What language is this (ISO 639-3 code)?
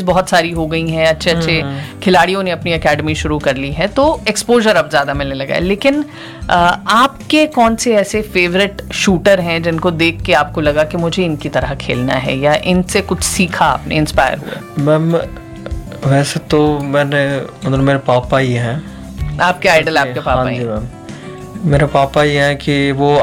hin